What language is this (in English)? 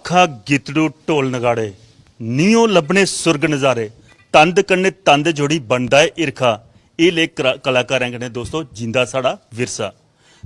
Dogri